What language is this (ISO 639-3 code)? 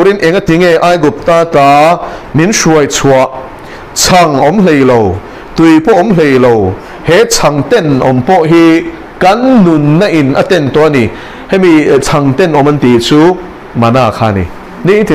lus